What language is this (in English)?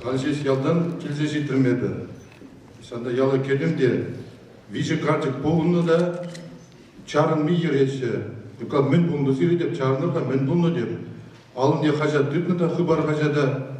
Chuvash